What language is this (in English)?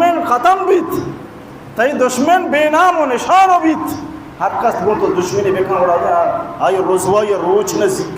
Baluchi